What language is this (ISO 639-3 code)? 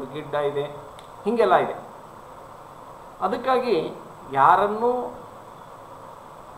kan